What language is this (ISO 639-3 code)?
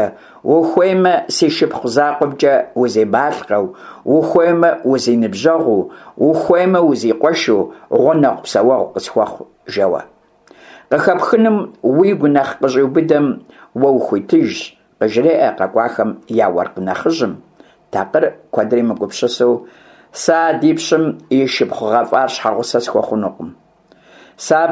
kbd